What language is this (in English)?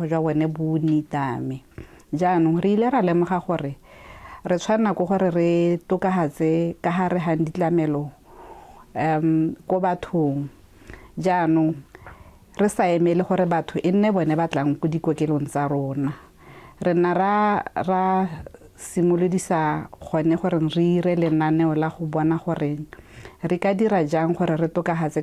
Tswana